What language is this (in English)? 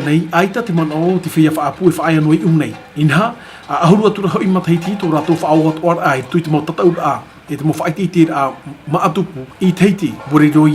Tahitian